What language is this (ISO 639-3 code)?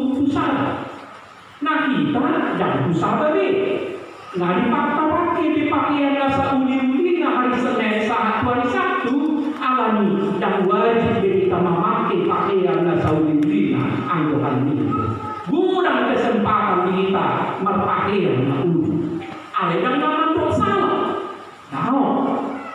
bbc